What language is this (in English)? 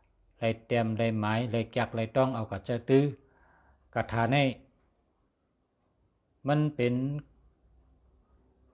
Shan